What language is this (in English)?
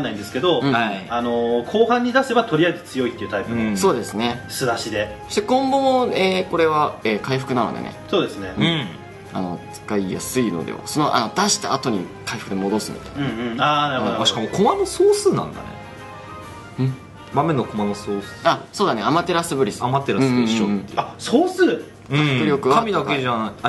Japanese